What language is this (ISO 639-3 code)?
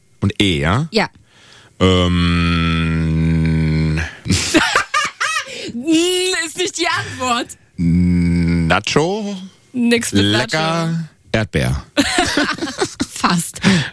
deu